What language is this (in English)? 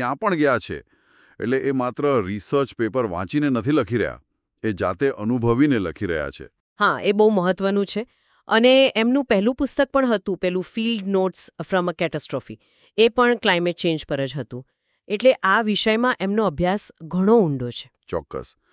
Gujarati